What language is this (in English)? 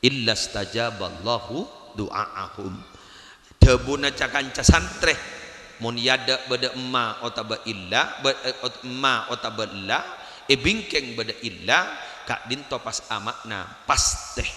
Madurese